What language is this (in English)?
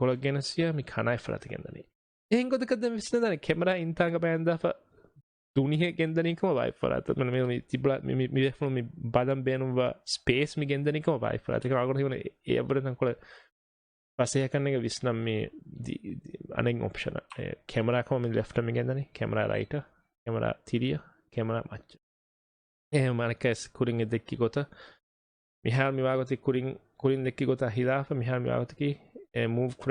Divehi